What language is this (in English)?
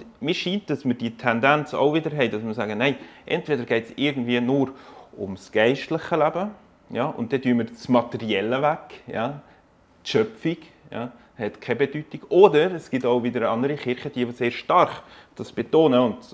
Swiss German